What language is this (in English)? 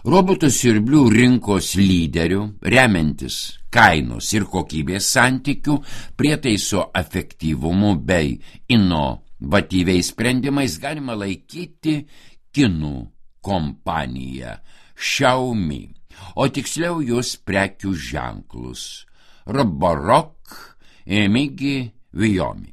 Lithuanian